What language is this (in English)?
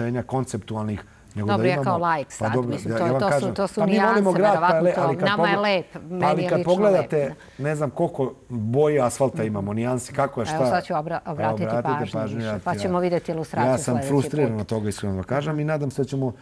Serbian